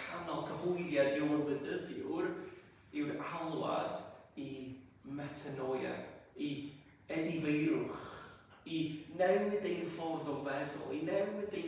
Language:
Welsh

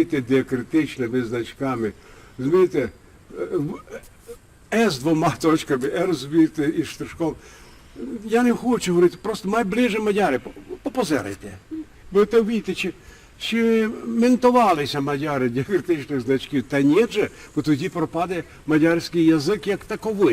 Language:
Rusyn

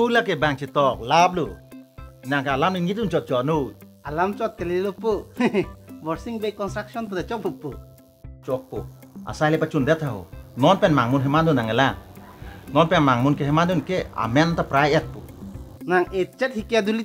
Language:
Karbi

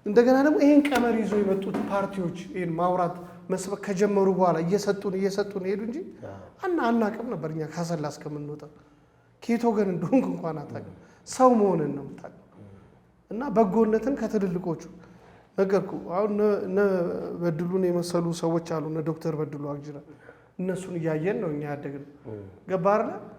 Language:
Amharic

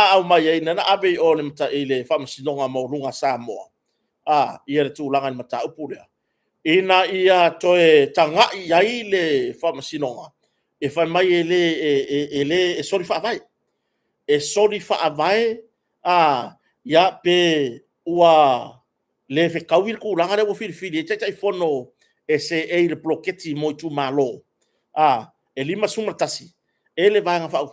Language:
Samoan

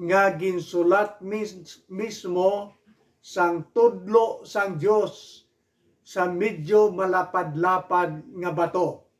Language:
Hiligaynon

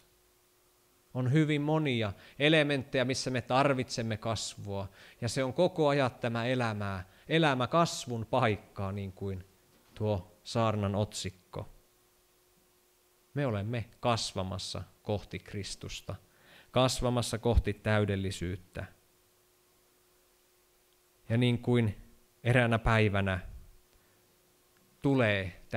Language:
Finnish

